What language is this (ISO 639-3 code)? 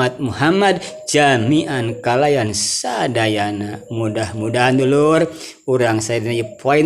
sun